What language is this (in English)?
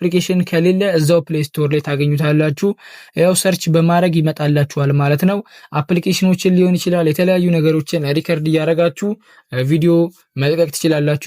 Amharic